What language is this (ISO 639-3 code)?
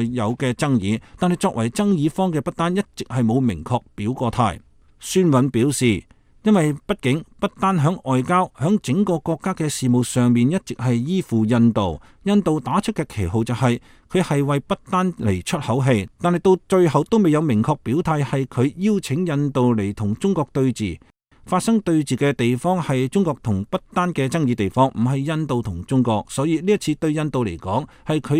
yue